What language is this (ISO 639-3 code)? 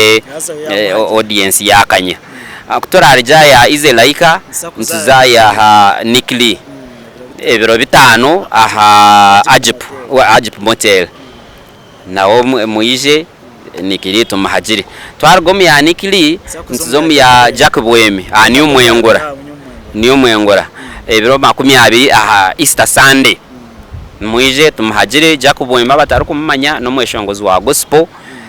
nyn